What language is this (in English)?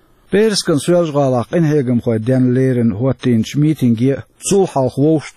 Chechen